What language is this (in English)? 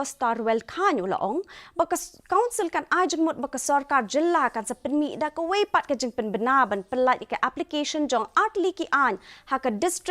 Khasi